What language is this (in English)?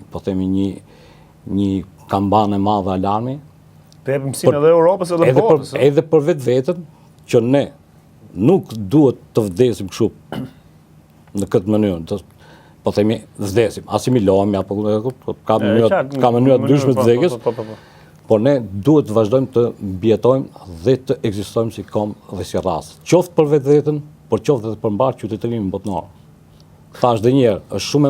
Albanian